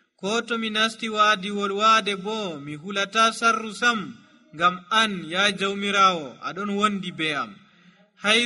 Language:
Nigerian Fulfulde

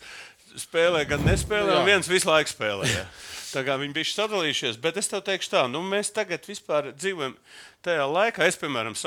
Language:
Latvian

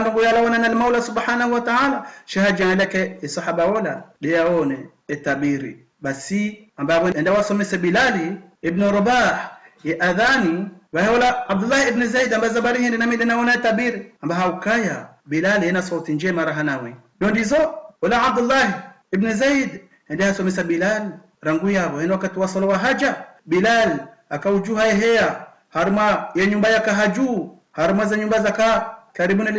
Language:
Ngazidja Comorian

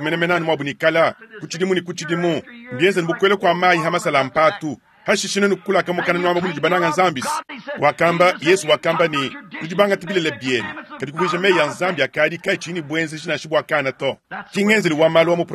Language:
Luba-Lulua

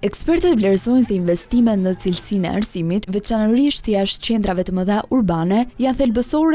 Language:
Albanian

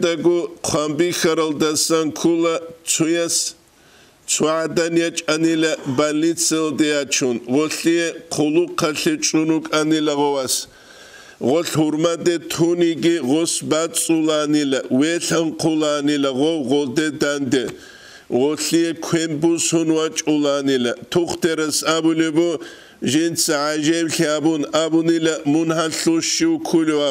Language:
Avaric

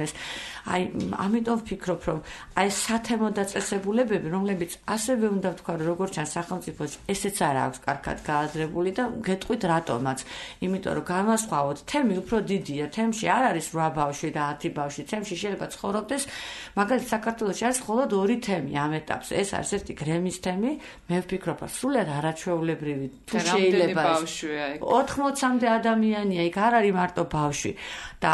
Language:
Georgian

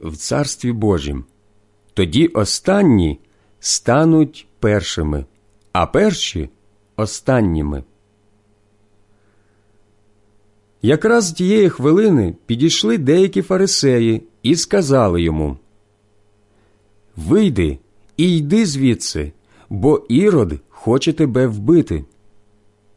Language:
Ukrainian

